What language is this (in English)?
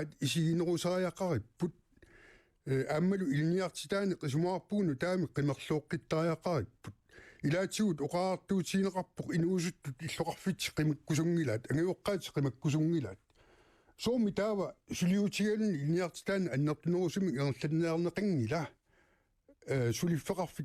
Kalaallisut